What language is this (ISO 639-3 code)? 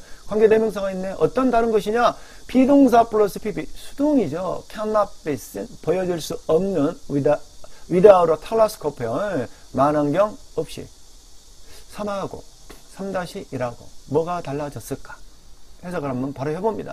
kor